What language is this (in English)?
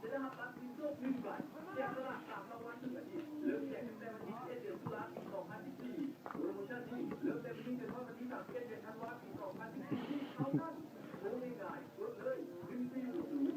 Lao